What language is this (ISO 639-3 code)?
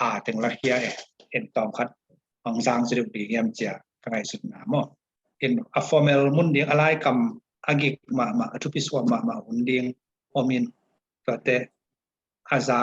ctd